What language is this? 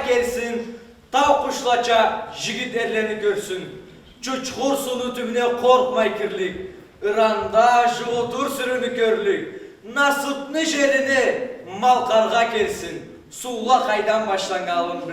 Karachay-Balkar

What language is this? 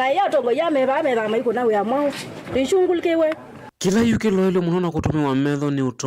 Kamba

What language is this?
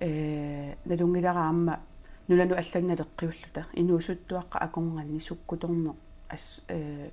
Kalaallisut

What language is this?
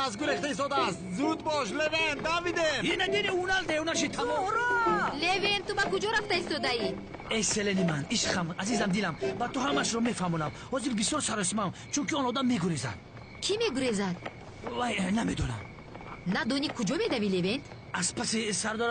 Tajik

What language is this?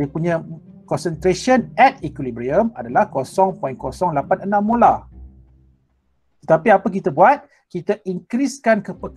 Malay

